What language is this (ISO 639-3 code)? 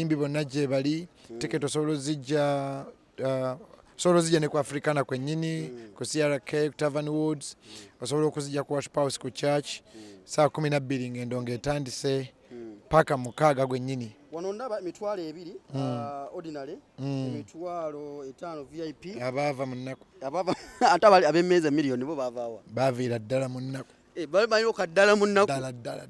lug